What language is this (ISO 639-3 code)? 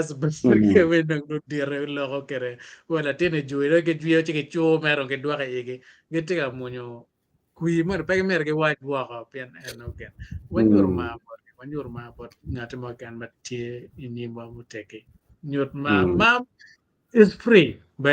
ach